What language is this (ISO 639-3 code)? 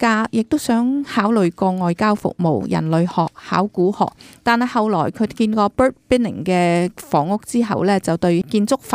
yue